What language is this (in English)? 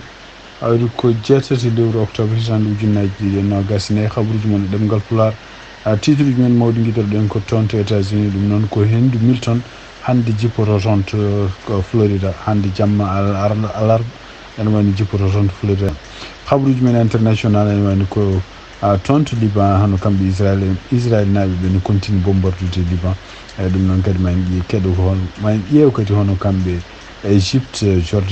Fula